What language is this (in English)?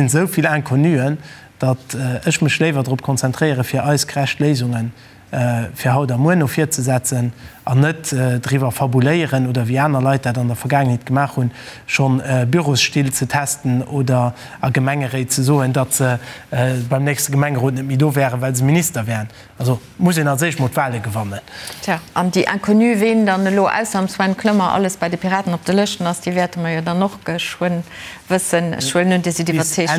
Luxembourgish